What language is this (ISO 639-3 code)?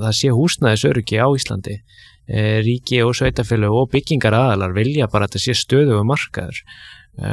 isl